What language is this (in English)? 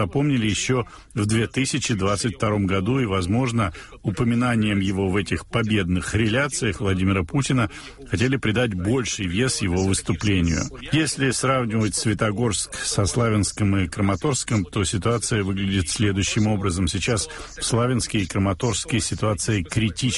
Russian